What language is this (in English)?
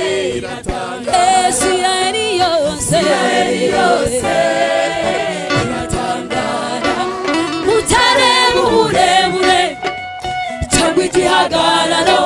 Kinyarwanda